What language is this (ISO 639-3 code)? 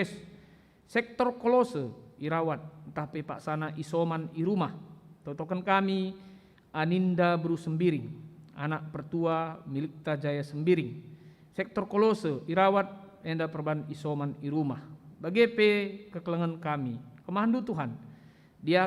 btx